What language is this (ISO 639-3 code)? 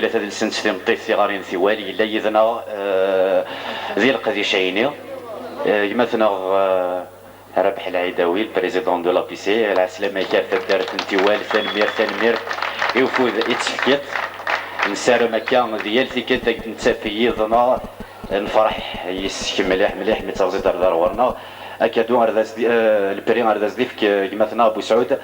kab